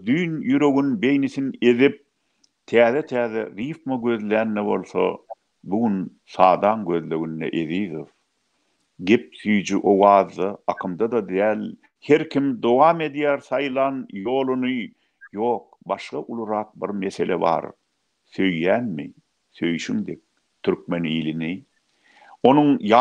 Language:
Turkmen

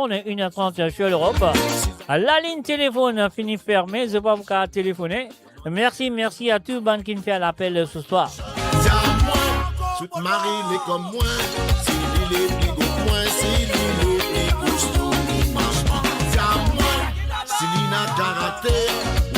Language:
Morisyen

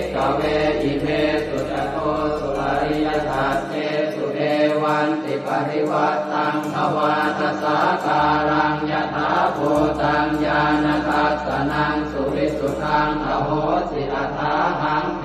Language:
Pali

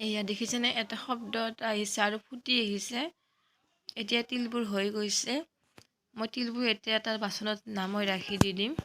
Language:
Assamese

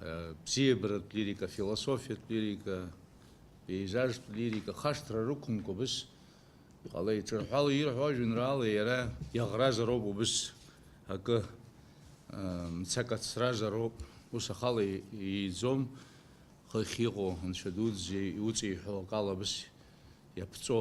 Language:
Abkhazian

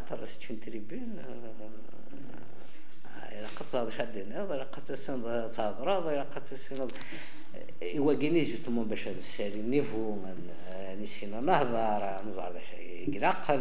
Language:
Kabyle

